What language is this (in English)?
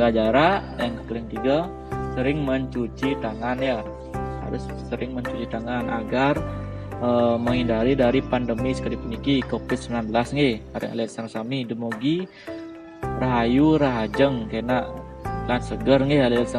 Balinese